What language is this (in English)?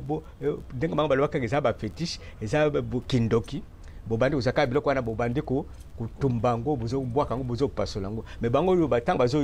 Lingala